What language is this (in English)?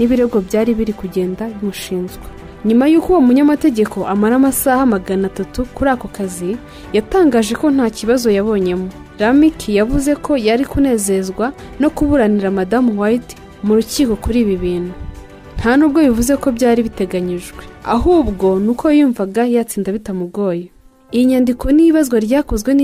Kinyarwanda